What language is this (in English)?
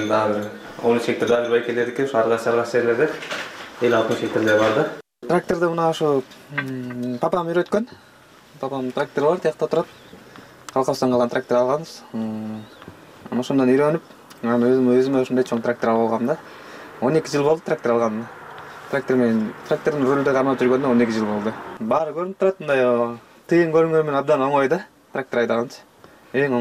Kyrgyz